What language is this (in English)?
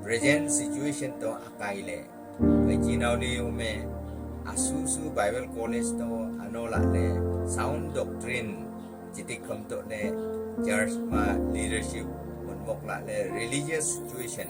Wancho Naga